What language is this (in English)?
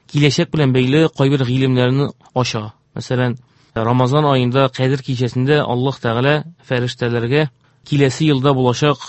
Tatar